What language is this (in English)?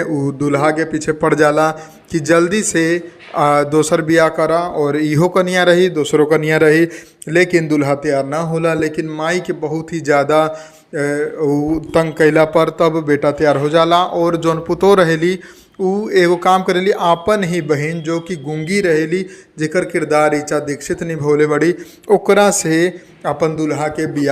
Bhojpuri